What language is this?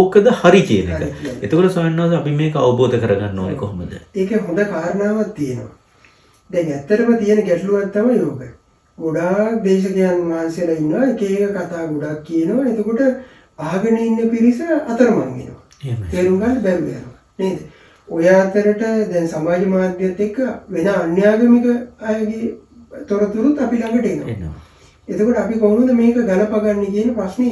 Sinhala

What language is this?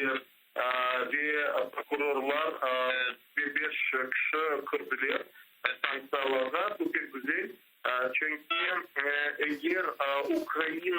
Crimean Tatar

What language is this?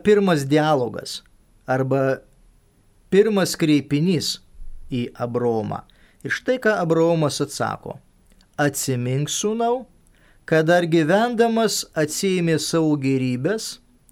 Lithuanian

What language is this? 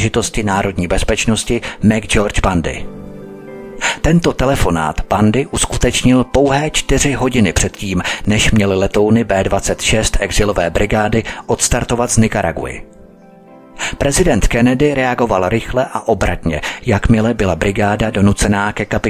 Czech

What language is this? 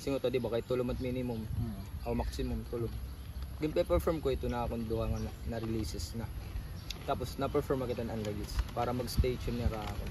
Waray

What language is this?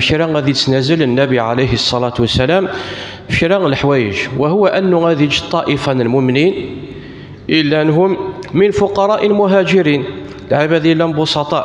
Kabyle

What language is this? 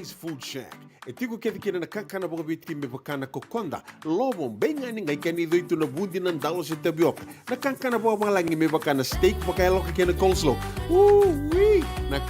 Fijian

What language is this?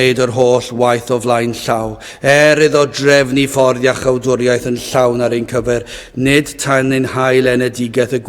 Welsh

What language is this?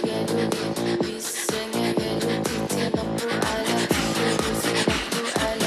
Inuktitut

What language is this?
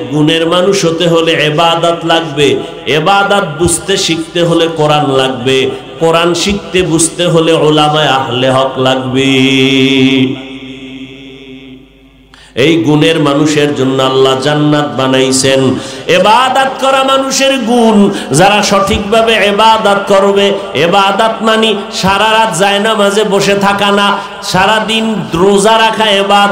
Bangla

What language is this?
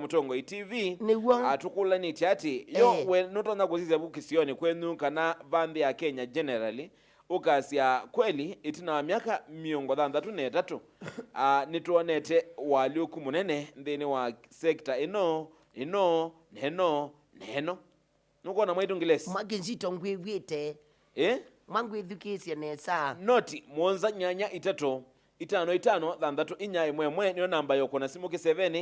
Kamba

